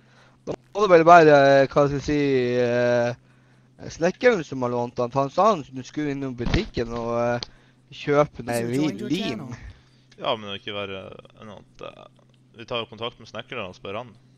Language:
Norwegian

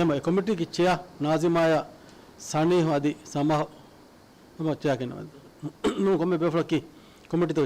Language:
Divehi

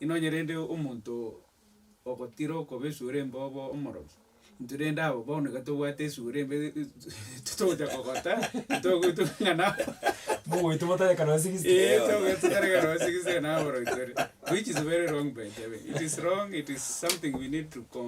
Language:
Gusii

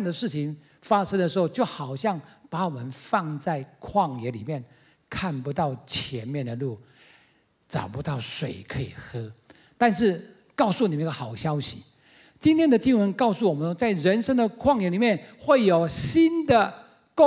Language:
Chinese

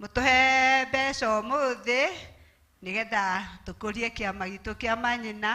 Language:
Kikuyu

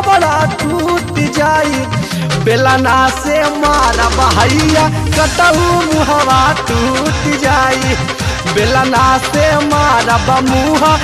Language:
Bhojpuri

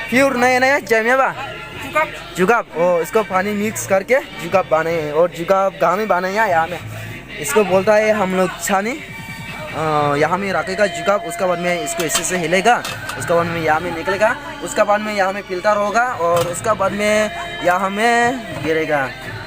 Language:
Dimasa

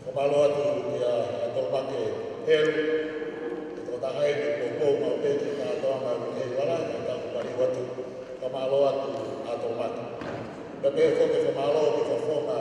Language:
Tongan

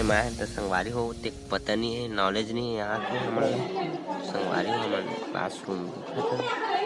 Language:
Chhattisgarhi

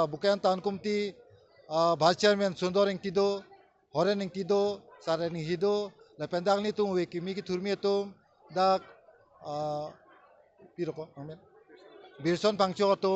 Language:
Karbi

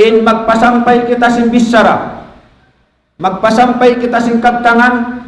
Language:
Tausug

